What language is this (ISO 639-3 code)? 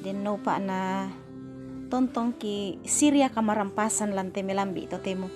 sda